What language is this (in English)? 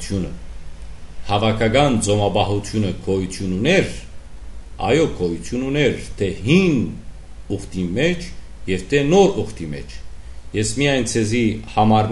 Western Armenian